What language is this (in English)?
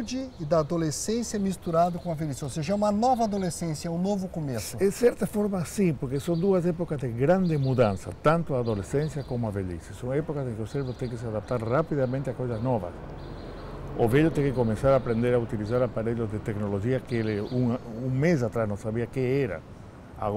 Portuguese